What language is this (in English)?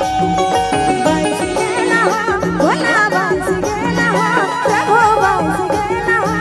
Sadri